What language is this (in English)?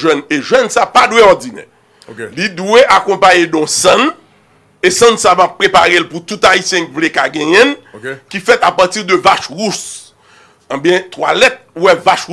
Haitian Creole